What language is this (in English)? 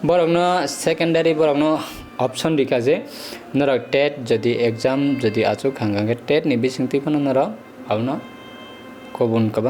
Kok Borok